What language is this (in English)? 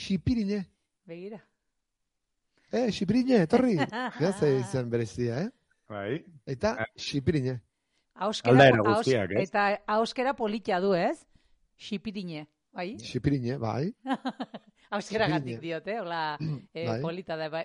Basque